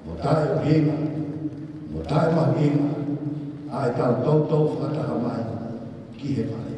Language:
Tongan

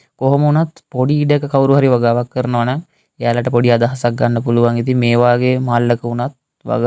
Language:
Sinhala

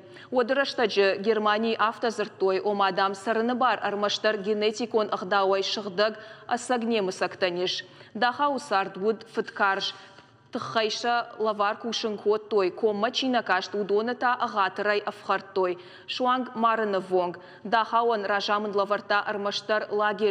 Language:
Ossetic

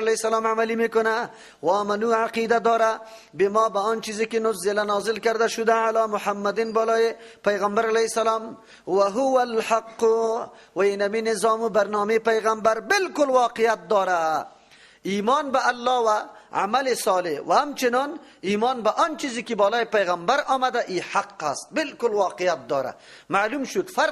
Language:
Persian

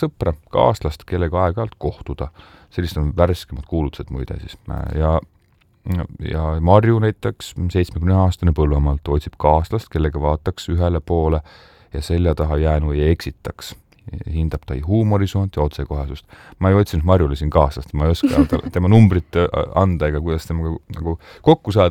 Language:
Estonian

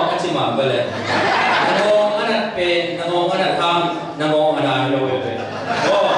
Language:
Tedim Chin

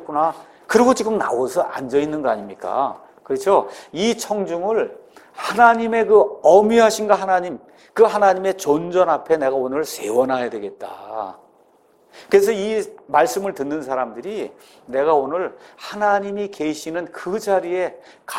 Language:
Korean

